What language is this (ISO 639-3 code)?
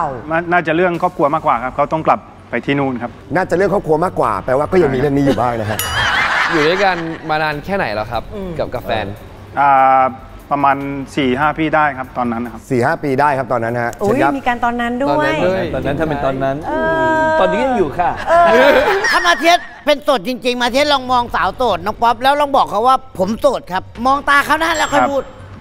tha